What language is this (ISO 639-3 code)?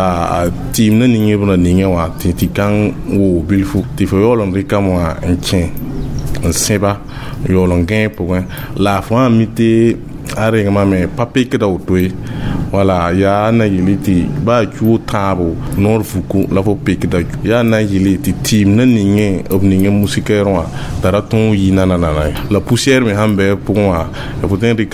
mos